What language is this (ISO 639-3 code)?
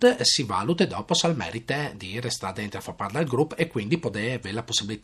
fur